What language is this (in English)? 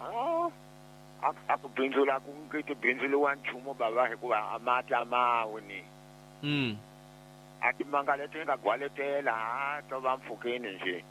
Tsonga